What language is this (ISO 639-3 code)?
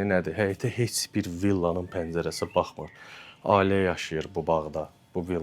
aze